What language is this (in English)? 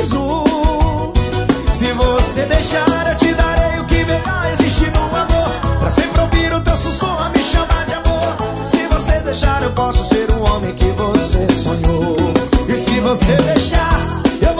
Portuguese